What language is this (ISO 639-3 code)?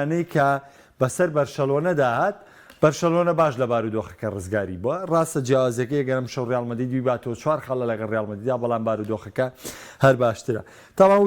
ckb